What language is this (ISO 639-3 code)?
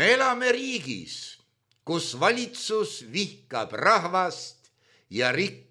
est